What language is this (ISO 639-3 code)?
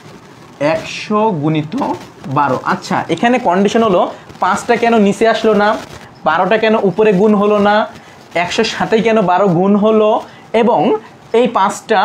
ben